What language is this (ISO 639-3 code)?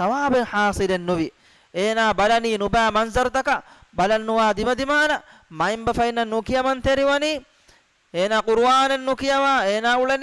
div